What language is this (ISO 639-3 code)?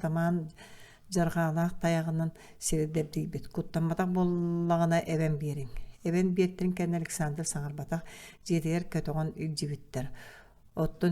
sah